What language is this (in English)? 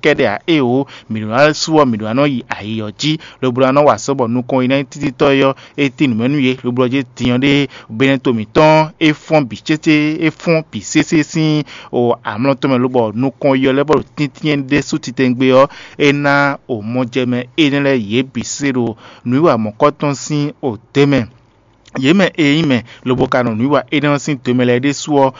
Fon